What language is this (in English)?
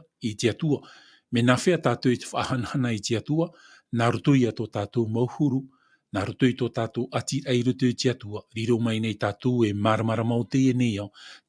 Tahitian